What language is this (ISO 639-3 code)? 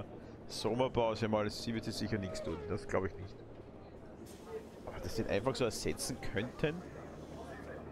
deu